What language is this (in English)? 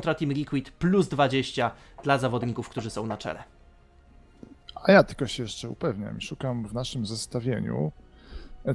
Polish